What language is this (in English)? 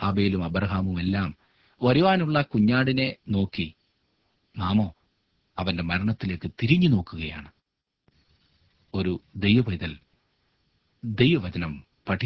Malayalam